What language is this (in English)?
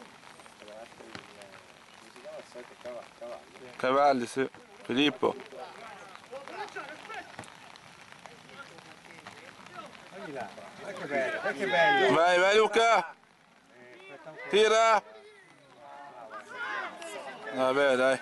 Italian